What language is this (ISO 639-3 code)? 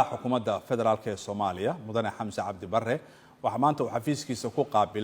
som